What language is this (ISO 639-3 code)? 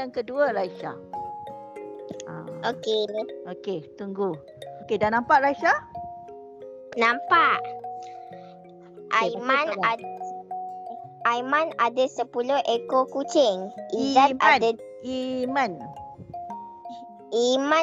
msa